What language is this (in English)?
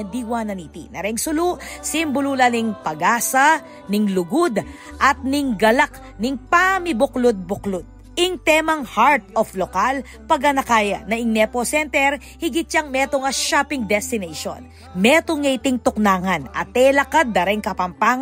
Pampanga